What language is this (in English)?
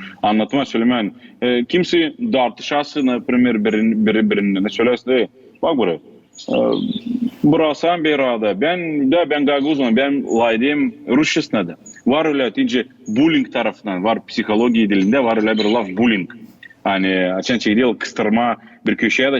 Gagauz